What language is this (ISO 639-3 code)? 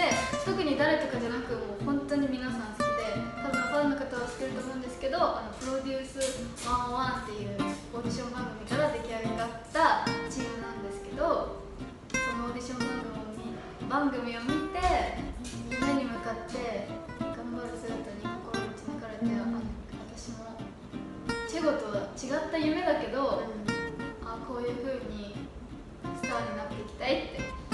jpn